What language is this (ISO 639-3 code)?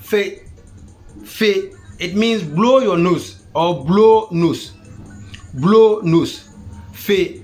xon